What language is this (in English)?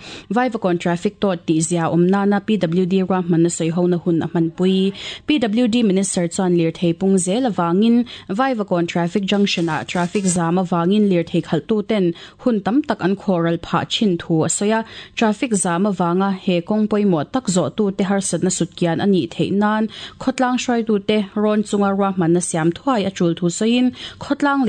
Mizo